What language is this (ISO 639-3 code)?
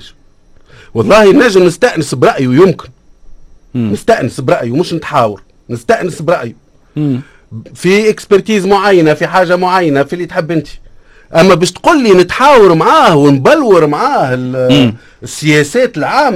aeb